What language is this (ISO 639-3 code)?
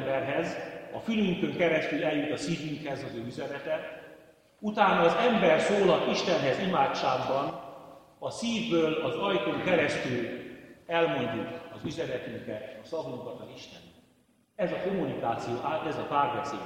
hun